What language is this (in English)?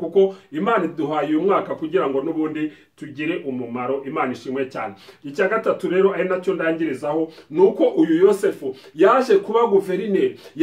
Kinyarwanda